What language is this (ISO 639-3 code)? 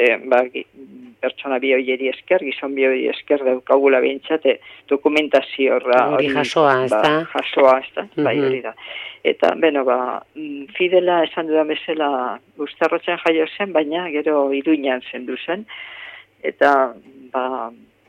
eus